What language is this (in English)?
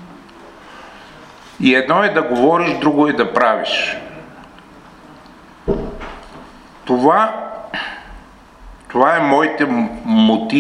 Bulgarian